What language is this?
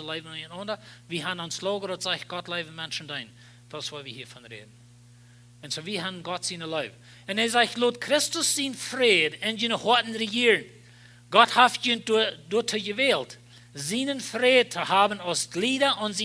Plautdietsch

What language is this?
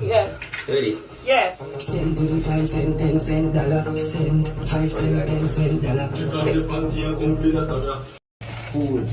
Jamaican Creole English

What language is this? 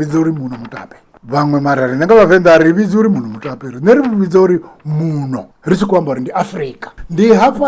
Venda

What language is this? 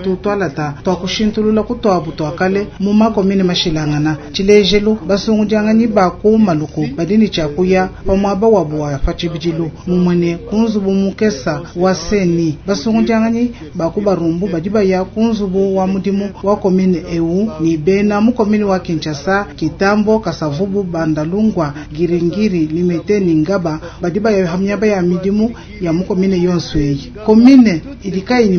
Luba-Lulua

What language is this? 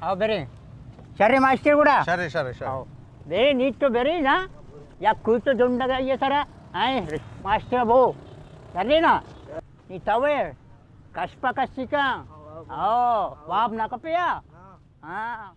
Baluchi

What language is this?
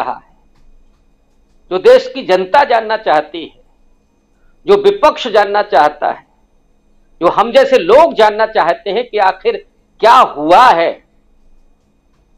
Hindi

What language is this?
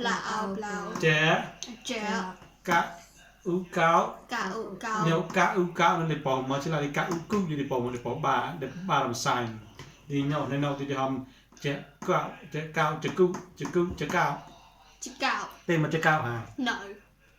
Mon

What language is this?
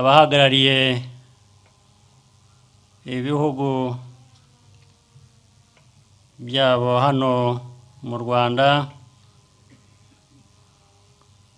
Kinyarwanda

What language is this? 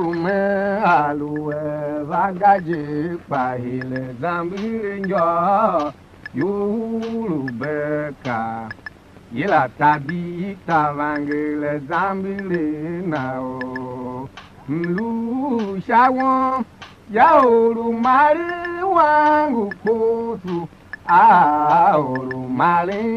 Tiv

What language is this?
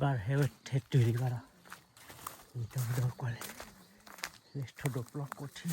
S'gaw Karen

